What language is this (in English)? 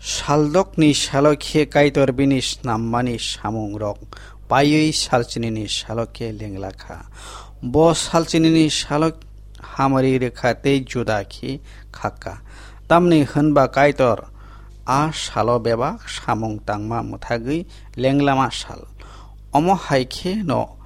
Kok Borok